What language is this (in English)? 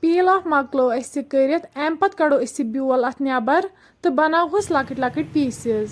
Kashmiri